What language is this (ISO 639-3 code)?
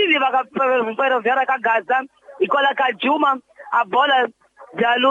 tso